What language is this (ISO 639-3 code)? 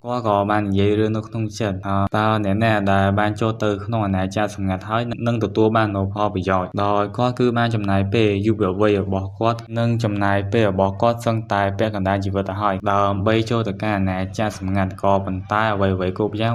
khm